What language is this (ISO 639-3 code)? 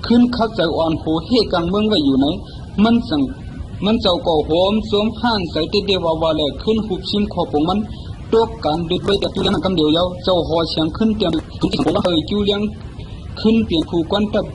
shn